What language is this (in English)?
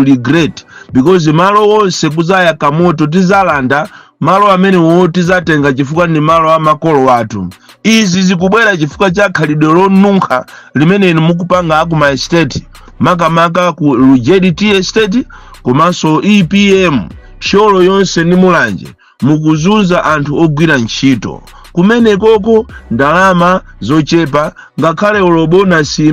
Nyanja